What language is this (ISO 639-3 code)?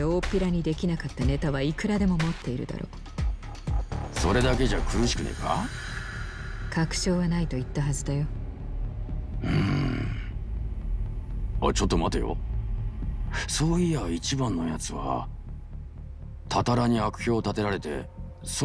jpn